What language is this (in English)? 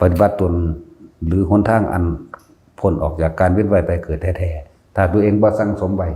Northeastern Thai